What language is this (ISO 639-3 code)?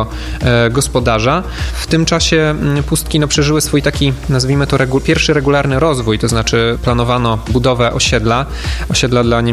pol